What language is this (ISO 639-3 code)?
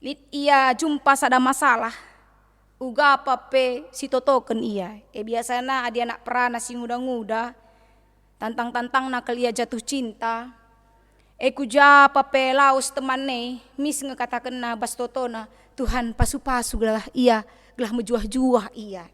btx